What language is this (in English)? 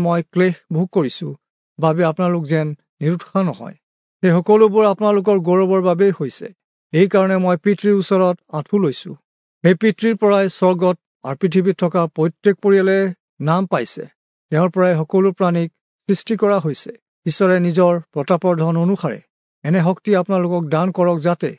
Assamese